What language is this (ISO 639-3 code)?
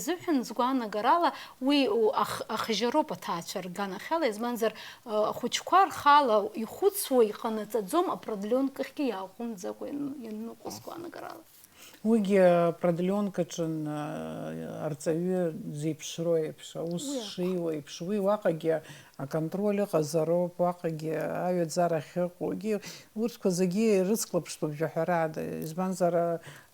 abk